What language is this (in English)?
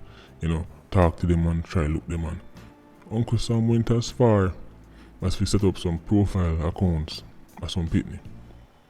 Jamaican Creole English